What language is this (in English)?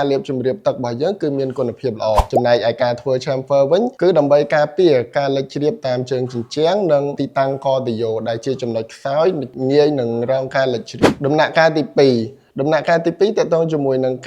Khmer